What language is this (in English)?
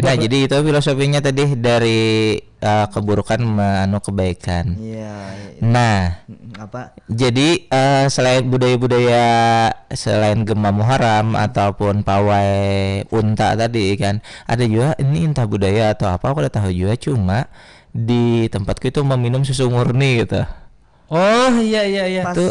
Banjar